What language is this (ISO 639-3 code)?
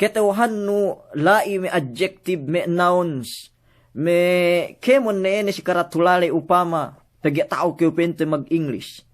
yka